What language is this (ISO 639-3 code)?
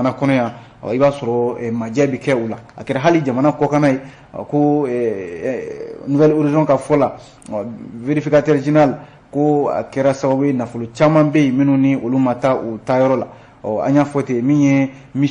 bam